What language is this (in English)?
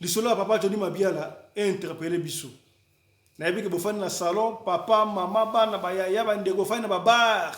Lingala